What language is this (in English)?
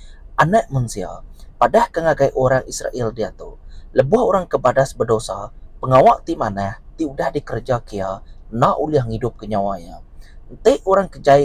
Iban